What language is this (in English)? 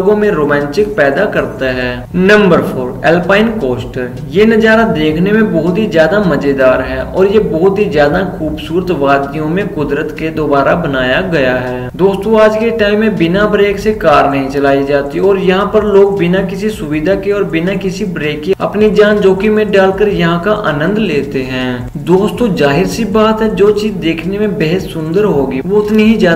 Hindi